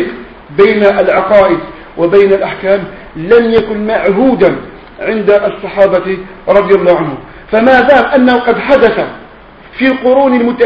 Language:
Arabic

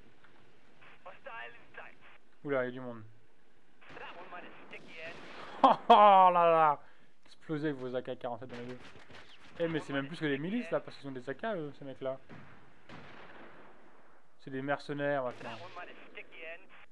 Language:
French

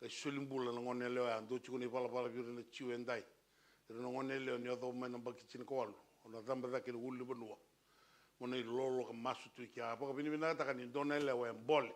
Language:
Fijian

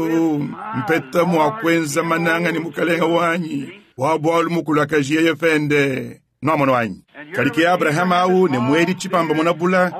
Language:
Luba-Lulua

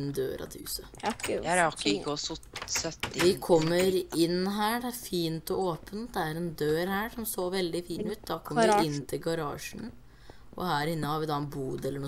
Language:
Norwegian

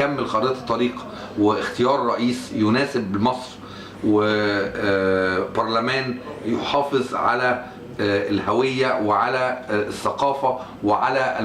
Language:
Egyptian Arabic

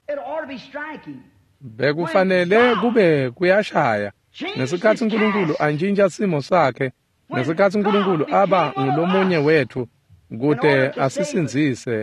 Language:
Swati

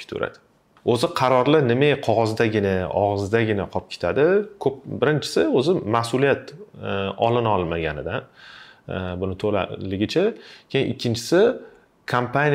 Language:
Uzbek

